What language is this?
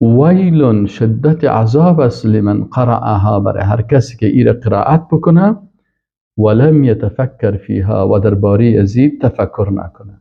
Persian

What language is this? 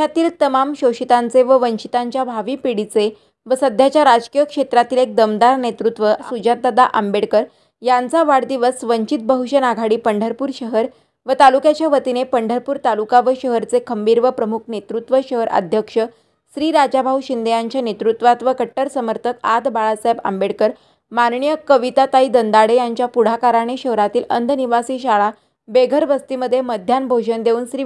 Marathi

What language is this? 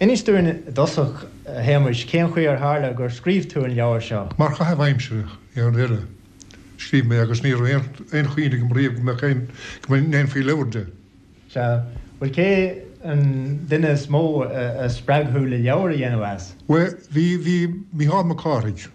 Irish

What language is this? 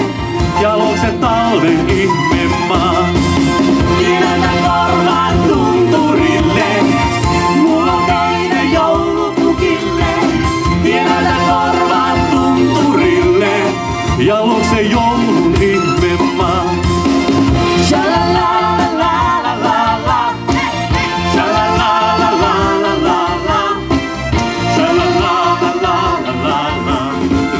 Finnish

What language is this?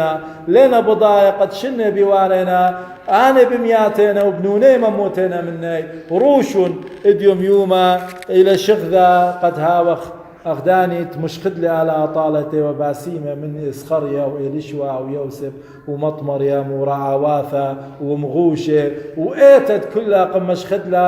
Assyrian Neo-Aramaic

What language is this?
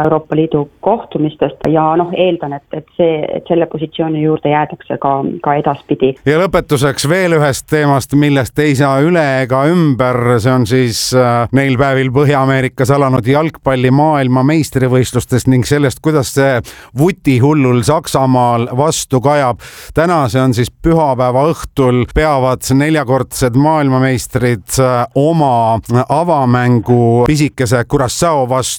Estonian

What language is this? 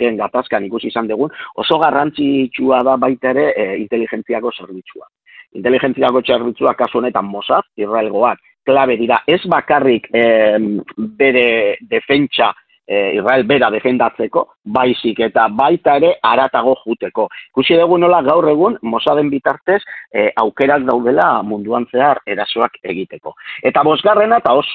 Basque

